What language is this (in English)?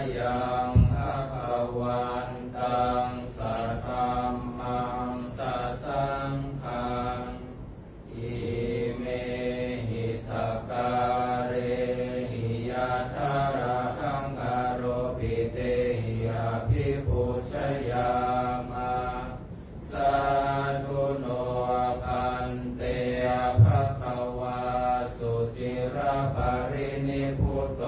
Pali